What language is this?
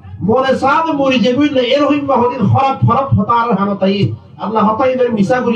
Rohingya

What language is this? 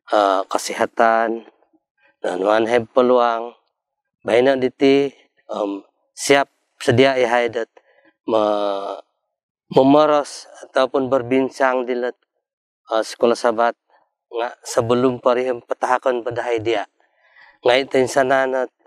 Central Dusun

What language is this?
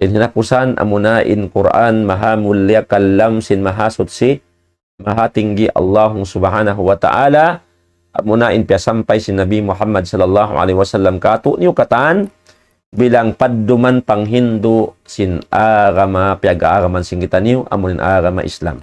Tausug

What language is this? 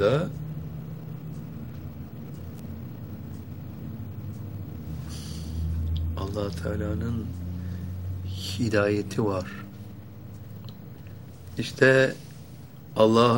Turkish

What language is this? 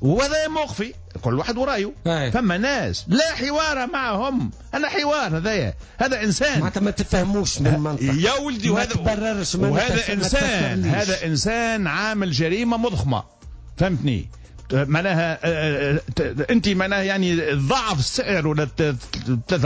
Tunisian Arabic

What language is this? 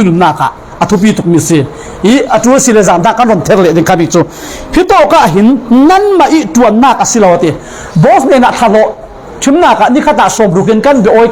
Falam Chin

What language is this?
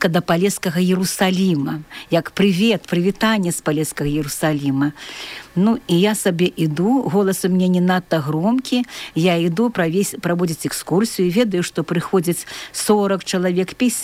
Belarusian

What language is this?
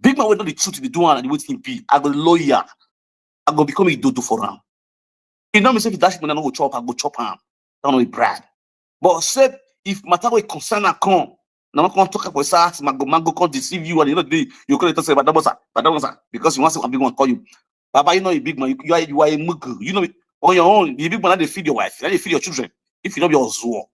Nigerian Pidgin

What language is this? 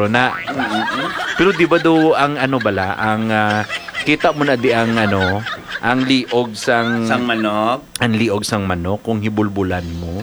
Hiligaynon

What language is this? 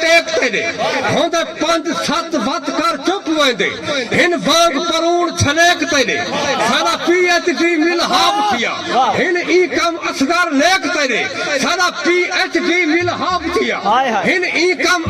Saraiki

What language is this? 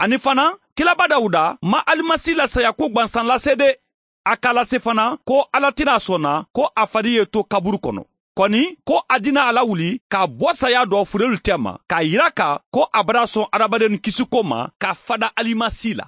Mandingo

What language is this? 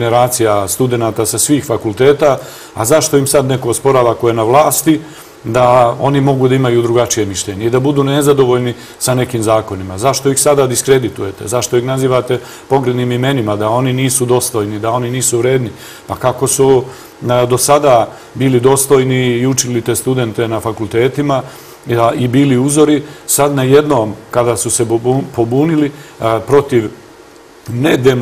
Serbian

